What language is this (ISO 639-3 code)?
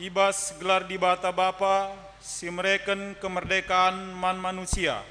btx